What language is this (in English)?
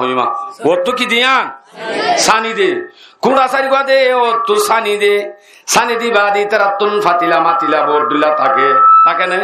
Rohingya